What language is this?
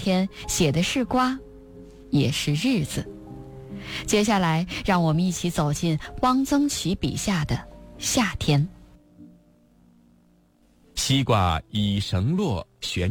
Chinese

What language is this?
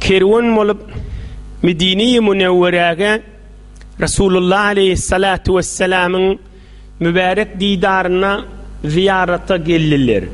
Turkmen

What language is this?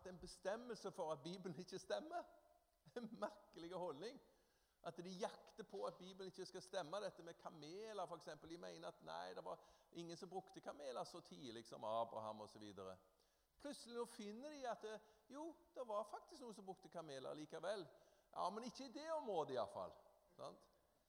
Norwegian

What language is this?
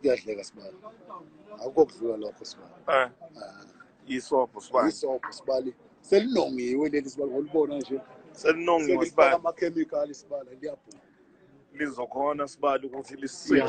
Zulu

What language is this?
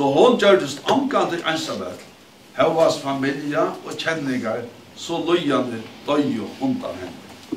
Faroese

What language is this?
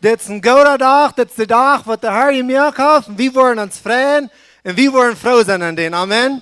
Plautdietsch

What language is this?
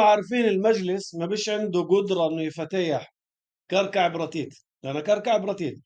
North Levantine Arabic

